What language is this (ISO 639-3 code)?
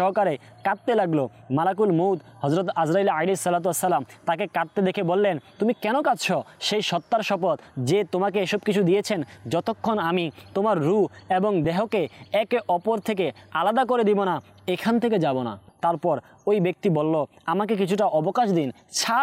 ben